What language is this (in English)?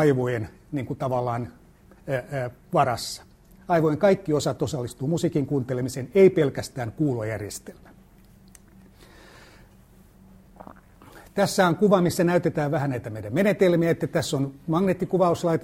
Finnish